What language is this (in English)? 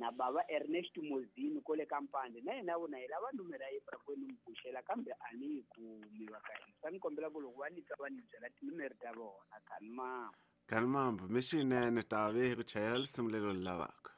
Tsonga